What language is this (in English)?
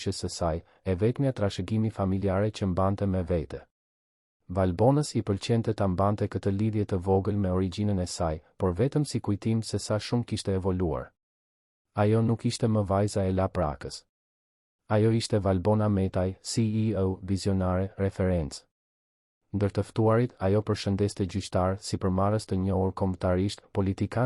Albanian